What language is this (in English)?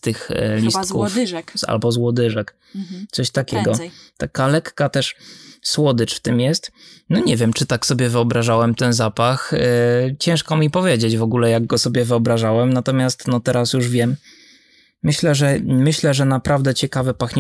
Polish